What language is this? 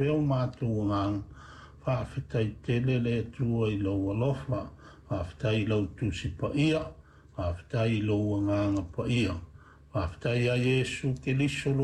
Samoan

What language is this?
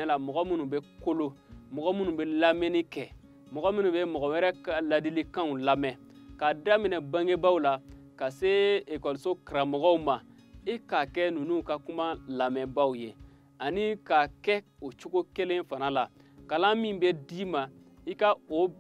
Bambara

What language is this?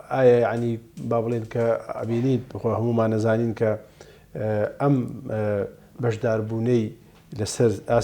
Central Kurdish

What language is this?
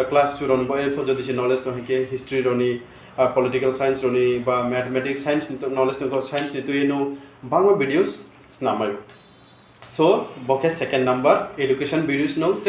Riang (India)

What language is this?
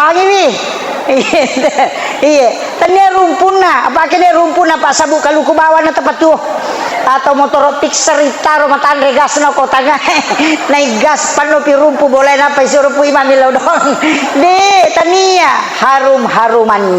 Buginese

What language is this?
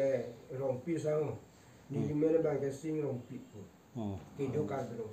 Karbi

